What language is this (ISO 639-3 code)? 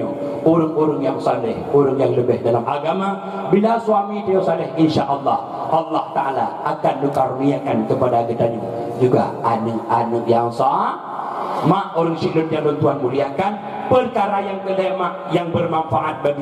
ace